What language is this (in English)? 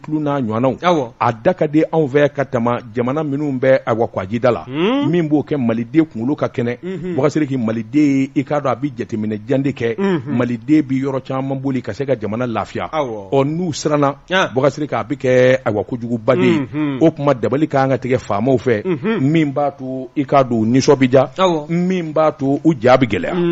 Bambara